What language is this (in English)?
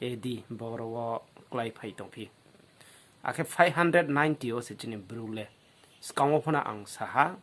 Riang (India)